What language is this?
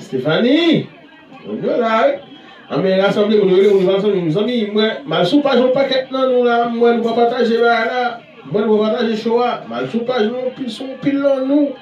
Haitian Creole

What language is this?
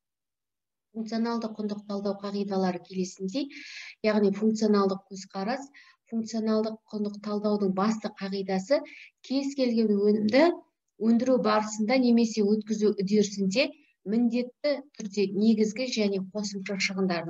Kazakh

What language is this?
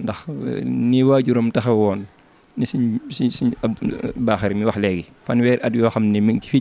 Wolof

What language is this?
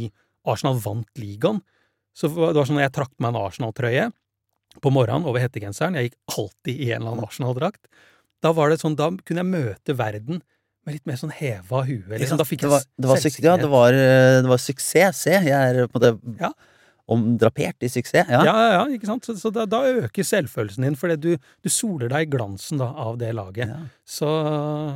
Norwegian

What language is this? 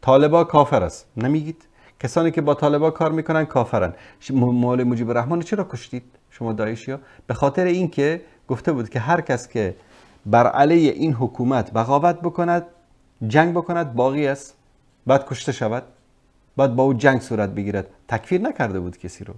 Persian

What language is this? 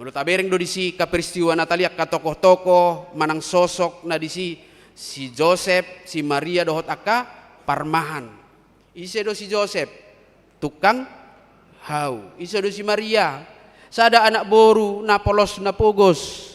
Batak Toba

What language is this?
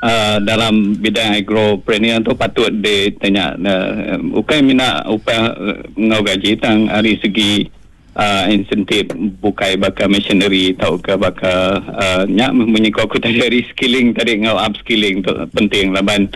Iban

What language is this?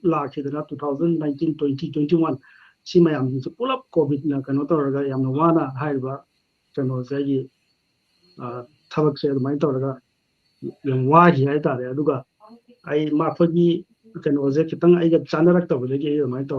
Manipuri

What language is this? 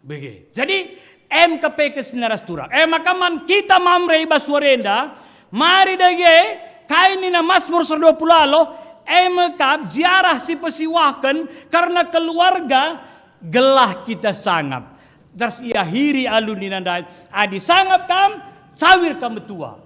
Batak Karo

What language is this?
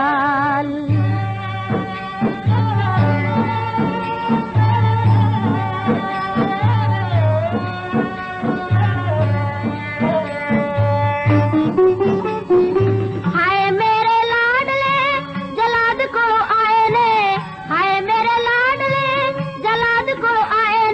Hindi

